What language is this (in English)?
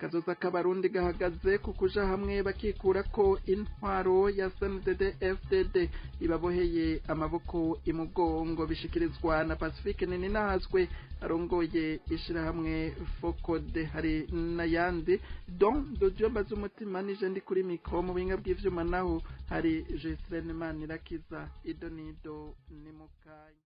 Rundi